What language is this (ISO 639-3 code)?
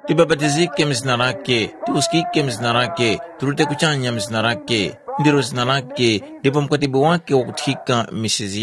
tum